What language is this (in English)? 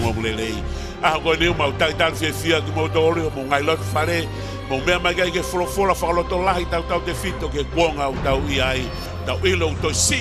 Tongan